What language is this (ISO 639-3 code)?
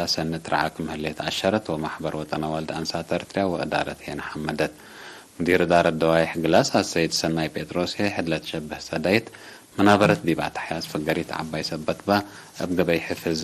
tig